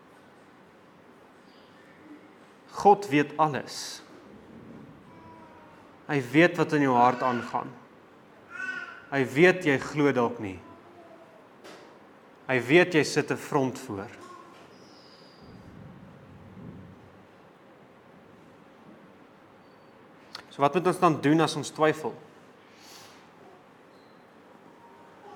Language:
Afrikaans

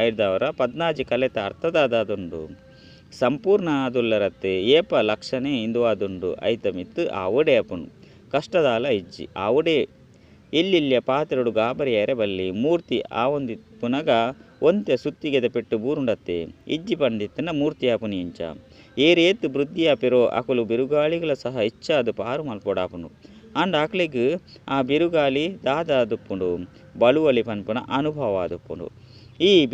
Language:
Tulu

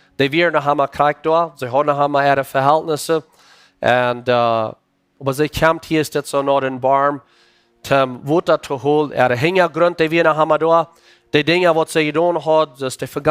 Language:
Plautdietsch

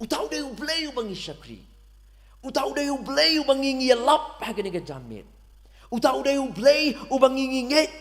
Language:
Khasi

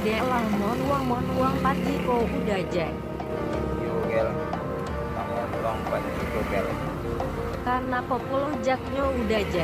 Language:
Minangkabau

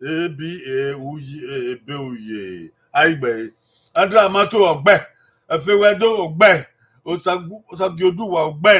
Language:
Bini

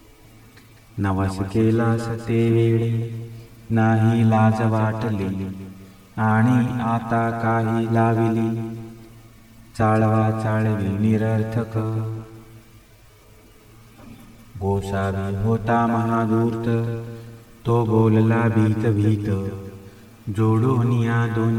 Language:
Marathi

